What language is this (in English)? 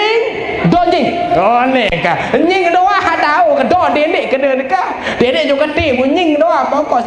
Sasak